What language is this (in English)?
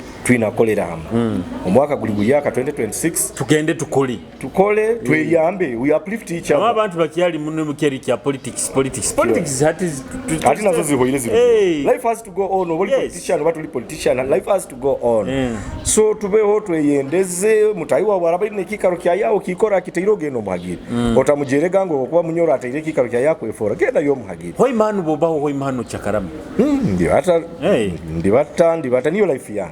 Nyoro